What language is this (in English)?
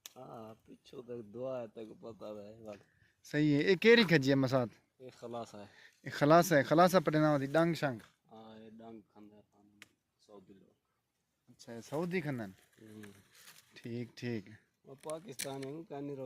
Saraiki